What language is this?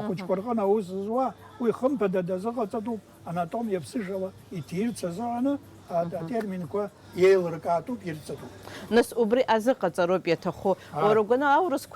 Abkhazian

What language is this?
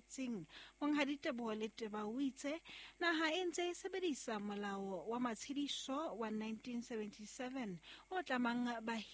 Southern Sotho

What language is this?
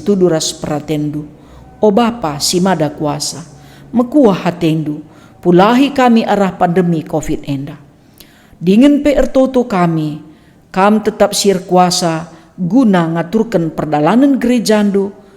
Batak Karo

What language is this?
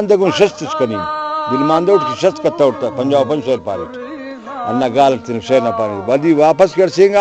Brahui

